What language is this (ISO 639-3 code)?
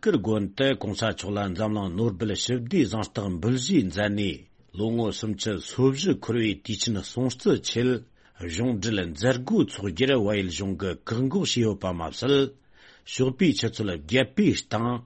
bod